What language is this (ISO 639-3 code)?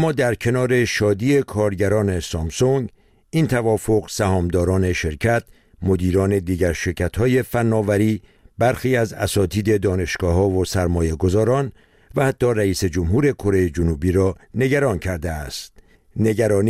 fas